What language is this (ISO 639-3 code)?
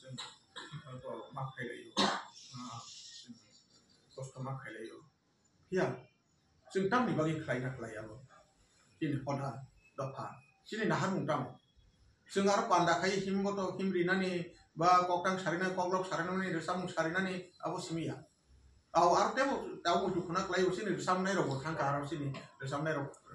trp